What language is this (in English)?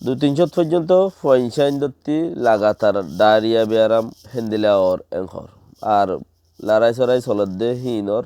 Rohingya